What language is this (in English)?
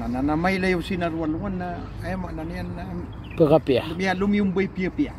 Maranao